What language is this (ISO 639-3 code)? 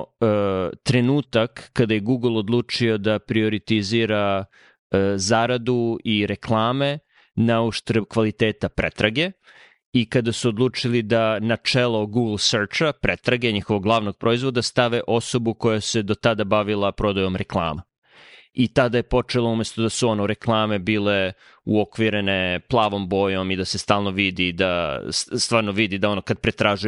srp